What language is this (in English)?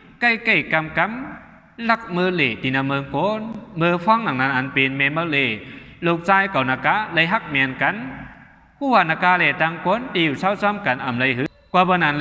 Shan